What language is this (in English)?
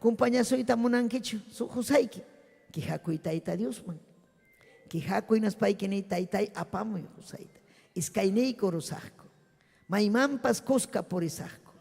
Ayacucho Quechua